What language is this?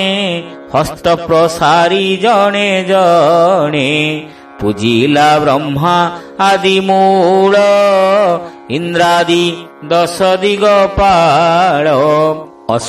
Odia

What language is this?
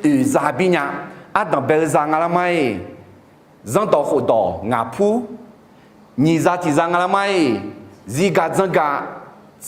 Akha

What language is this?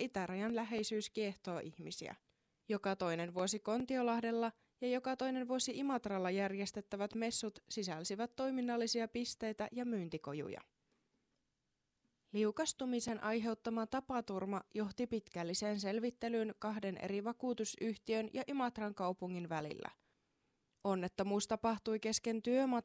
Finnish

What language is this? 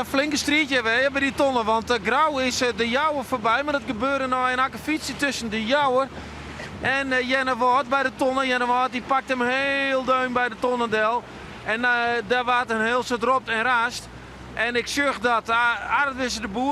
Western Frisian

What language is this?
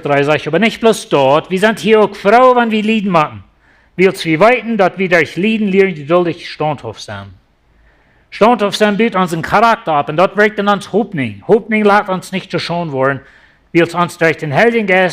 Plautdietsch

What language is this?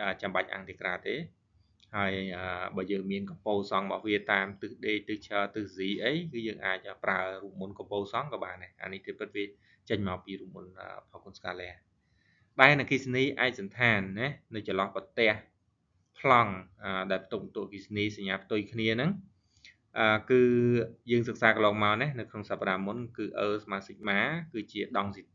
Khmer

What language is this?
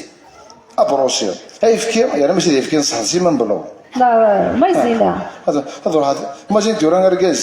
Kabyle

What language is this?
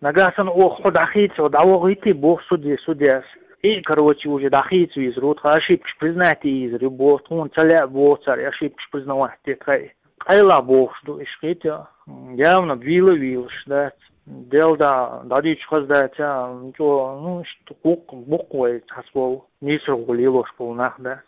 Chechen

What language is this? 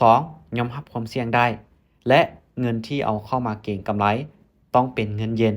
Lao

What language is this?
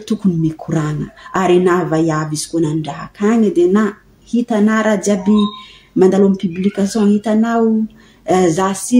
Malagasy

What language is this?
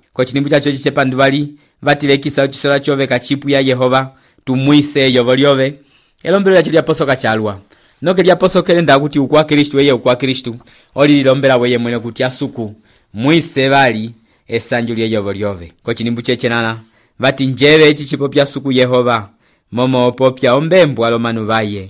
Umbundu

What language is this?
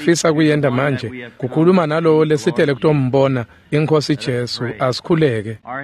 Swati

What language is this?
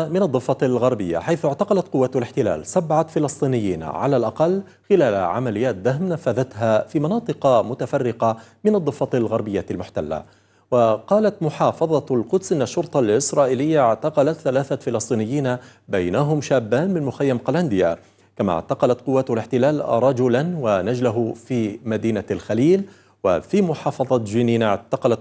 Arabic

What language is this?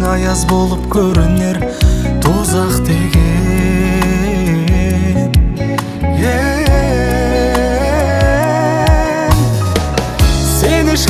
Kazakh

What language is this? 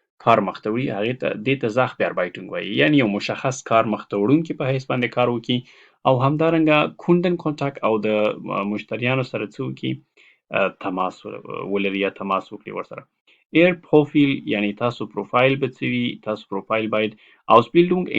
Pashto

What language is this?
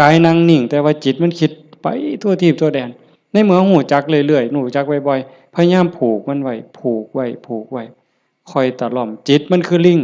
Lao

